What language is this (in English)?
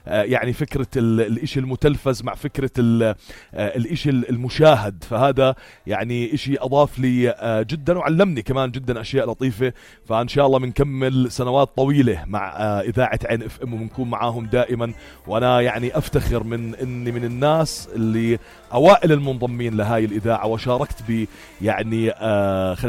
North Levantine Arabic